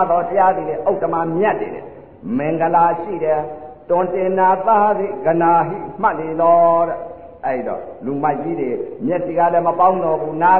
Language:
Burmese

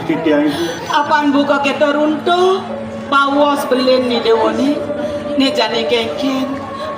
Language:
Balinese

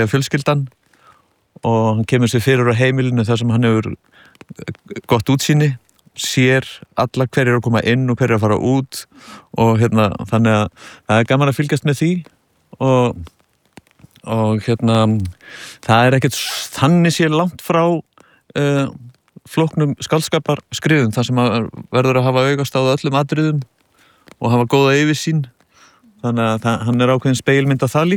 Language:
Icelandic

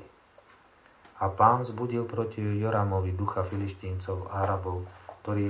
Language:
Slovak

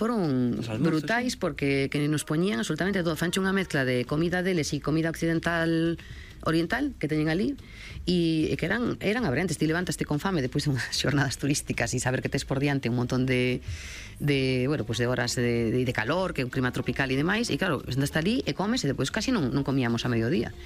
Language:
Galician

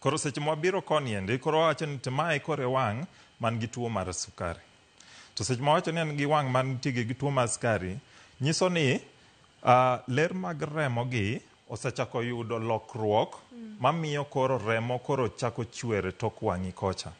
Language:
Luo (Kenya and Tanzania)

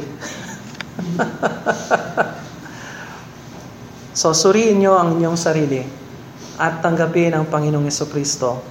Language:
Filipino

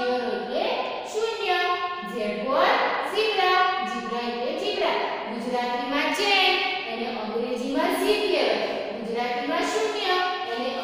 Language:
Gujarati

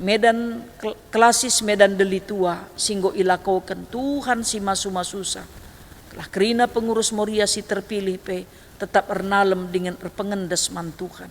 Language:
Batak Karo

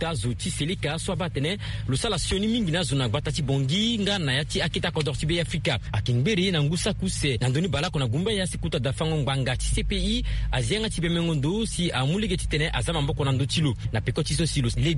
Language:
Sango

